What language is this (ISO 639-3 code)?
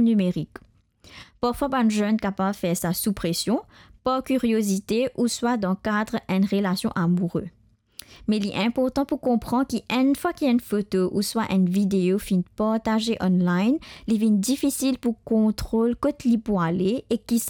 mfe